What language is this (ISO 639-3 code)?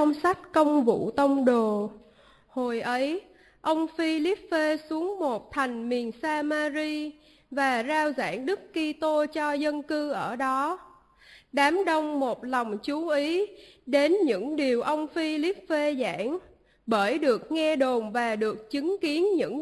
vie